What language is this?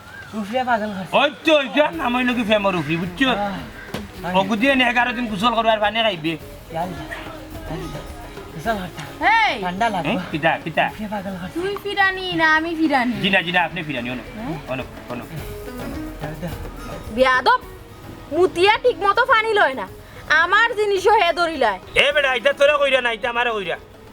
Sylheti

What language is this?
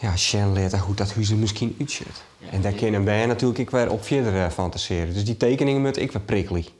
Western Frisian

